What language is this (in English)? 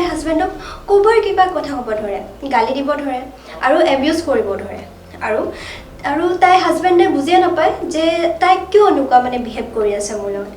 Assamese